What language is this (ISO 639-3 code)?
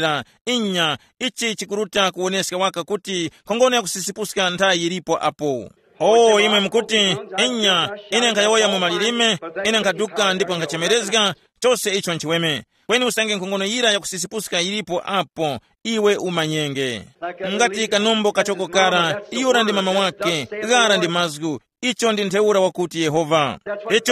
tum